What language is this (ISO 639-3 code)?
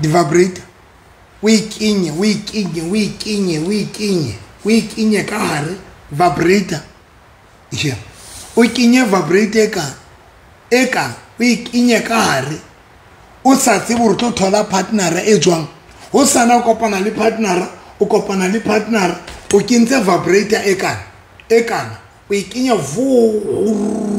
sot